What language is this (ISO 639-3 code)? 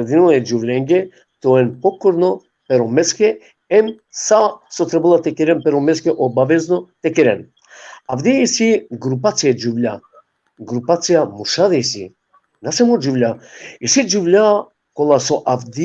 rmn